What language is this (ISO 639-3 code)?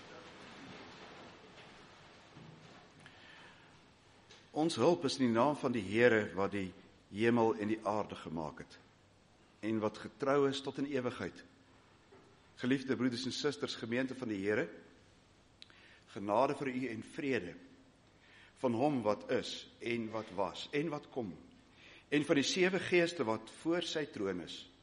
afr